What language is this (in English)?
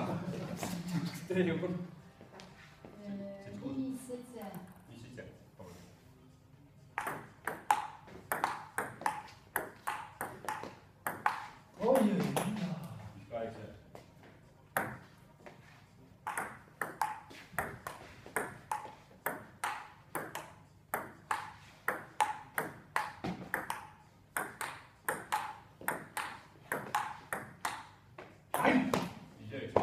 Estonian